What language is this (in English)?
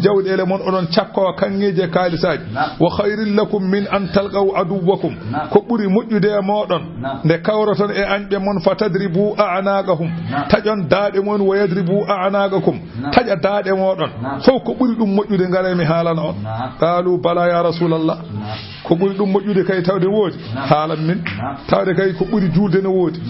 Fula